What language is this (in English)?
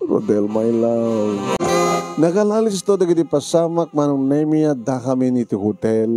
Iloko